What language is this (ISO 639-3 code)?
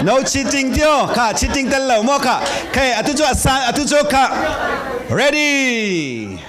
cfm